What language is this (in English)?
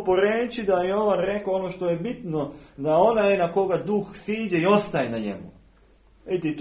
Serbian